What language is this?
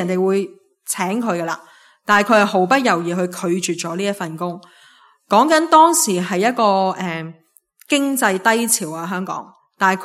Cantonese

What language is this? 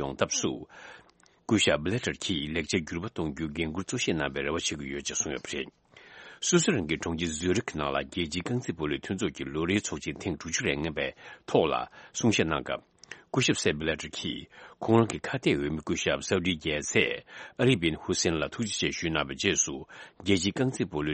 Tibetan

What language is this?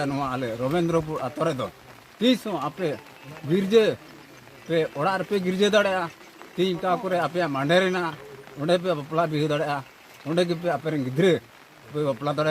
Santali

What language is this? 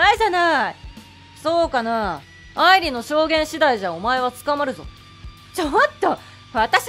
Japanese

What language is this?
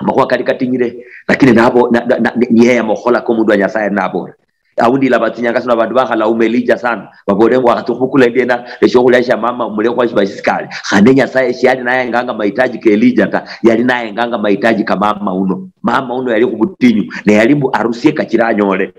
Luyia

